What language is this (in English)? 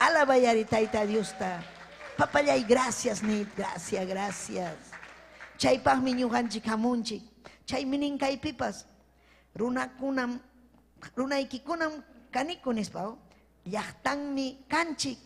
Ayacucho Quechua